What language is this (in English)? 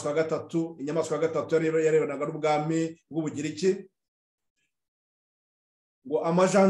Kinyarwanda